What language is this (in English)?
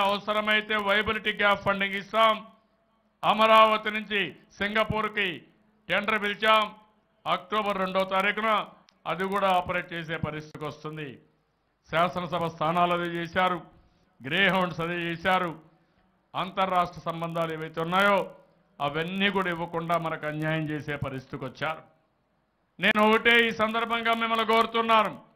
Telugu